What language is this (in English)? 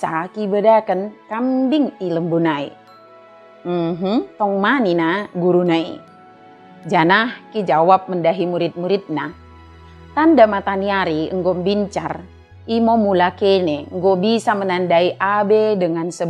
Batak Dairi